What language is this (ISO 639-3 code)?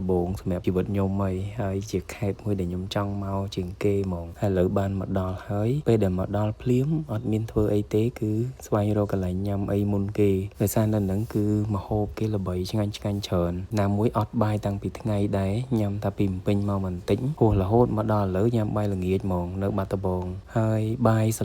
khm